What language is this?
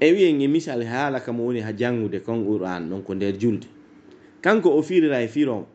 Pular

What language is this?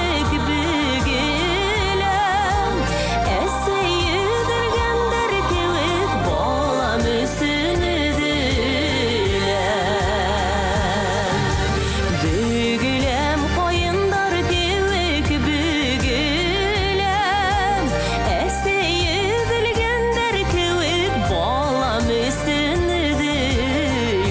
Bashkir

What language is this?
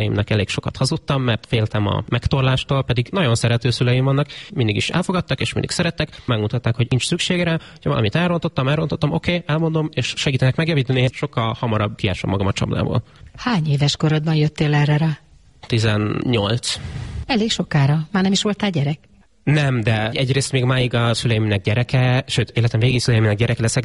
Hungarian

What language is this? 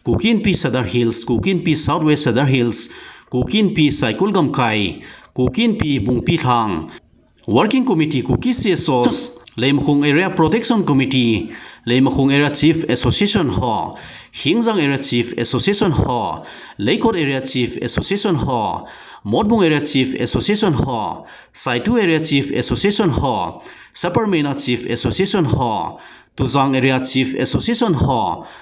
Thado Chin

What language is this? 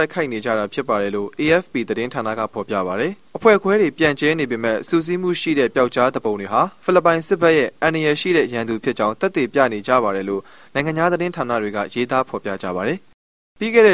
Burmese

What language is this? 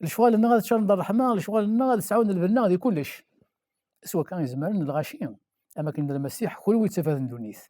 Kabyle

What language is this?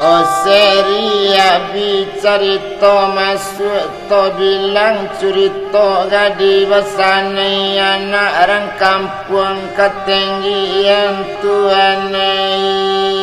Minangkabau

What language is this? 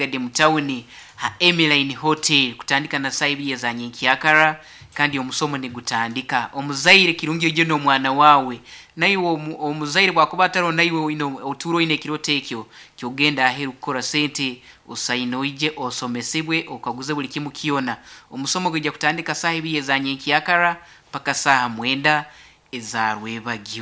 Nyankole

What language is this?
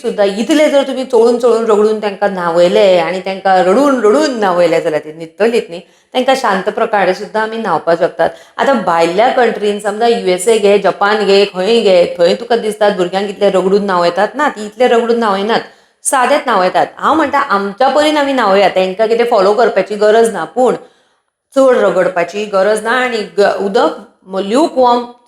Konkani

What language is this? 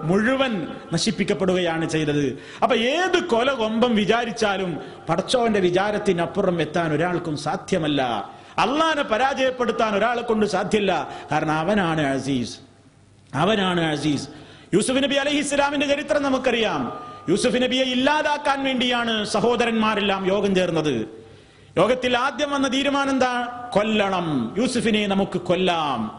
Malayalam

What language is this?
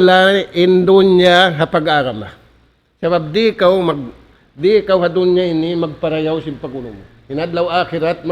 Tausug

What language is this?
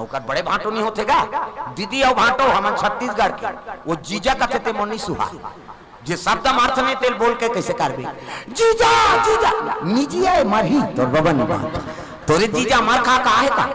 Chhattisgarhi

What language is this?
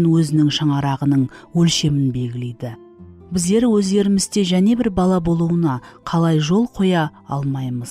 Kara-Kalpak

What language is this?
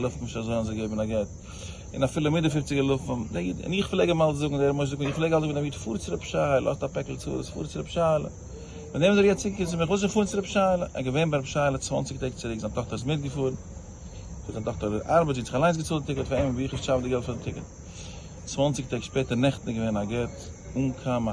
Yiddish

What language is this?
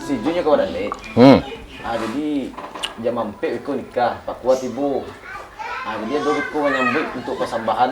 Minangkabau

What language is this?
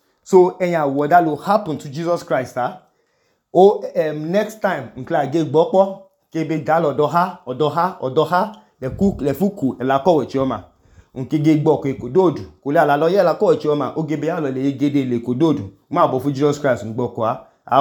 Idoma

